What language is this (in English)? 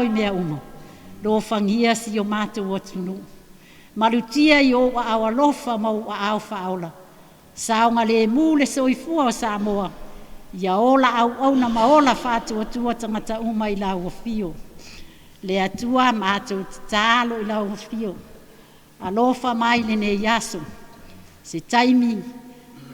Samoan